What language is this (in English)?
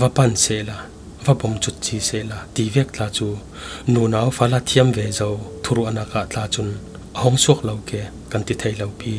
Falam Chin